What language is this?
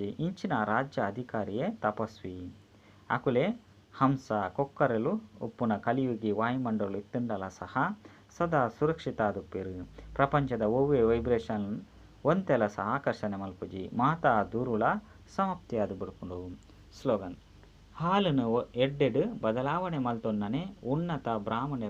Tulu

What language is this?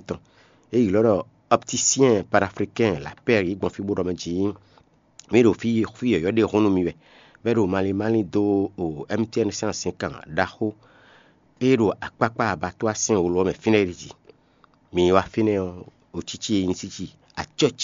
Fon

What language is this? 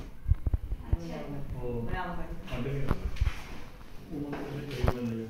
Punjabi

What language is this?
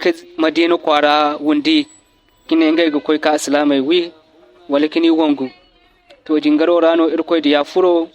Zarma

